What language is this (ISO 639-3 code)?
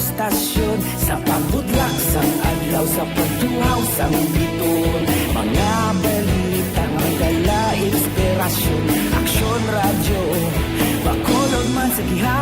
hil